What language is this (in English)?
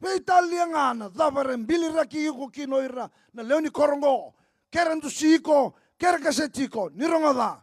Fijian